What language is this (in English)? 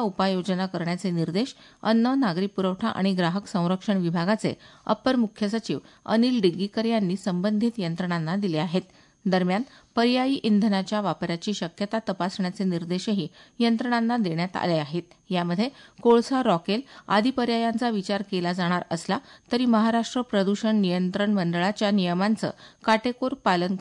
Marathi